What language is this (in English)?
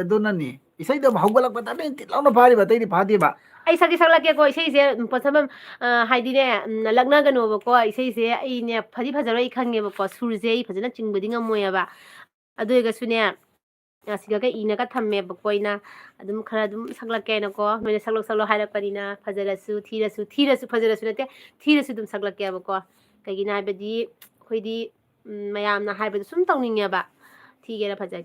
Manipuri